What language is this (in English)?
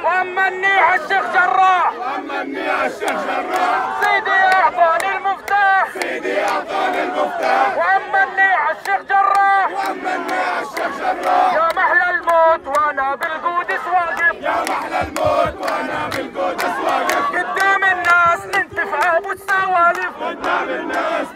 North Levantine Arabic